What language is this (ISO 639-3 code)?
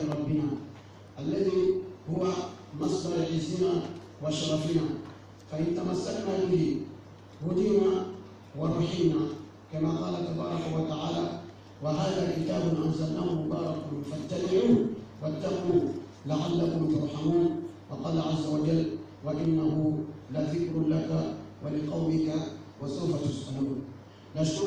ara